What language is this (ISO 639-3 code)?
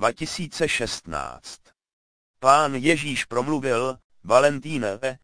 ces